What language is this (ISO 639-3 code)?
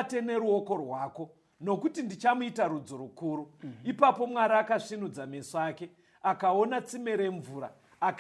sna